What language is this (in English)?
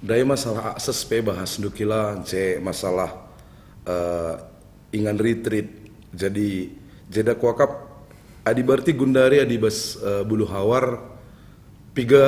Batak Karo